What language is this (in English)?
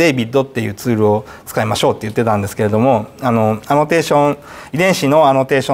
Japanese